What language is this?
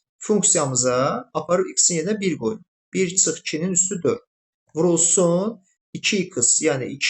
Azerbaijani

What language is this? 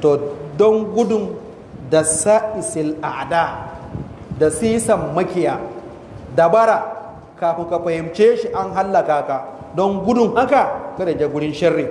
Hausa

